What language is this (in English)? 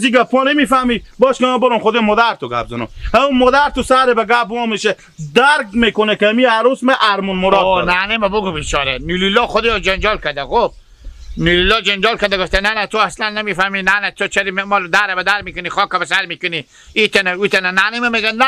Hazaragi